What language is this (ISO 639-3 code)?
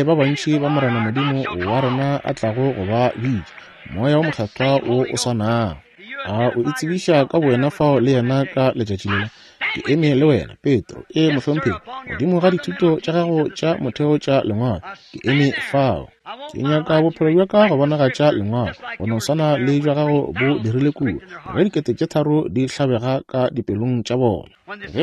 nso